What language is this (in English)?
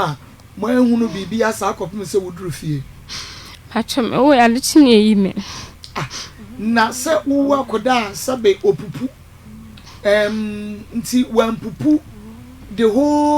Akan